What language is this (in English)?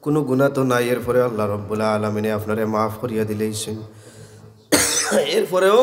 Sylheti